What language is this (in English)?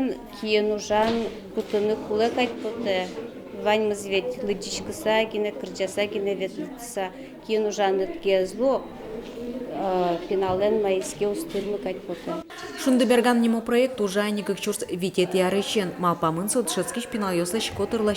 Udmurt